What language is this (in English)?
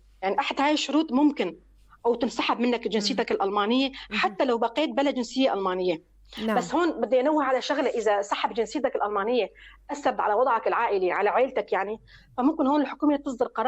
North Levantine Arabic